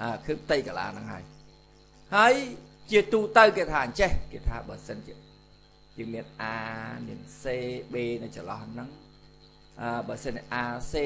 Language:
Khmer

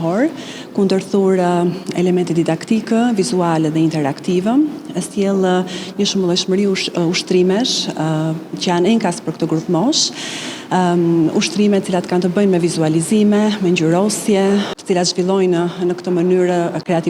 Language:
Albanian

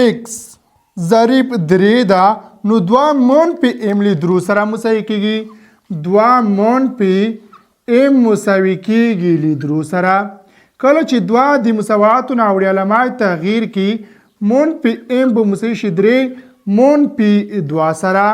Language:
Pashto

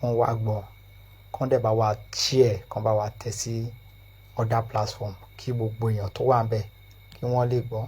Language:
Yoruba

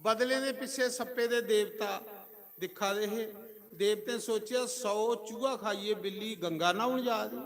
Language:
Dogri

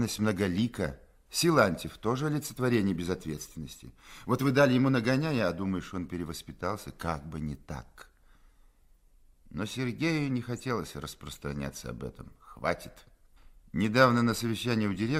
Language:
Russian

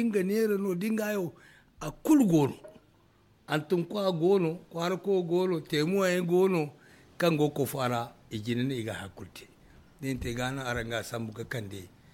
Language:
Zarma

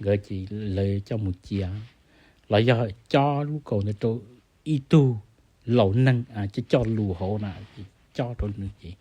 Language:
Hmong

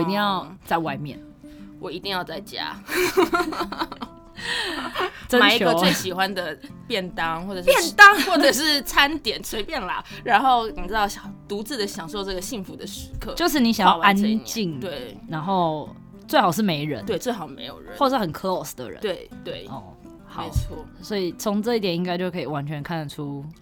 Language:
Chinese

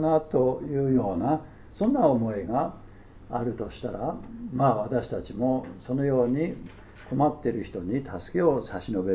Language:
Japanese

